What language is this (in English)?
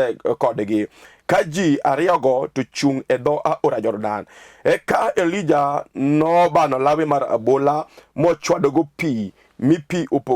Luo (Kenya and Tanzania)